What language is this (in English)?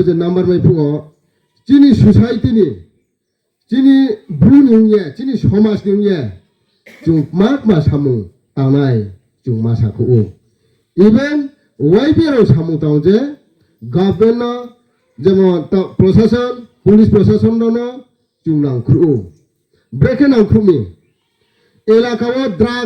Riang (India)